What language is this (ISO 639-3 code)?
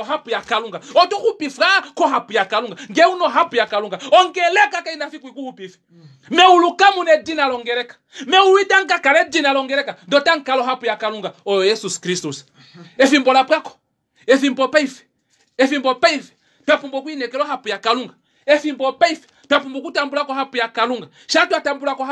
kua